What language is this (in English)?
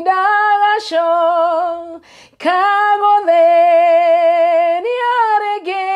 Kikuyu